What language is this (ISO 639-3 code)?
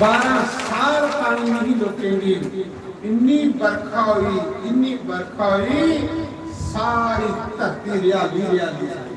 doi